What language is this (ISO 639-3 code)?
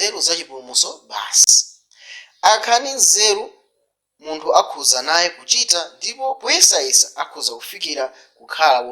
nya